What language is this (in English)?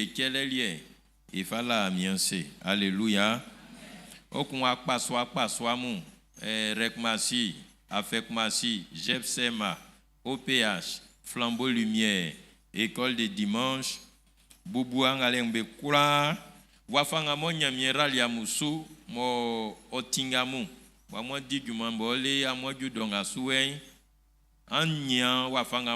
Baoulé